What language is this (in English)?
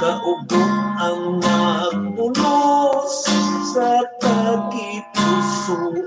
Hiligaynon